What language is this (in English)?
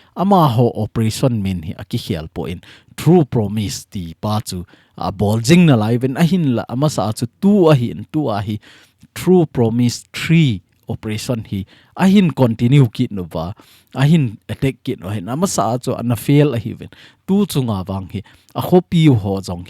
Thado Chin